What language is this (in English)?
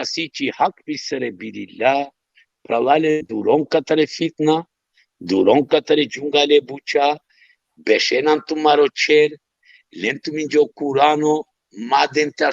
Balkan Romani